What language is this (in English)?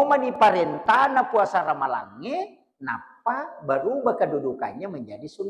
Buginese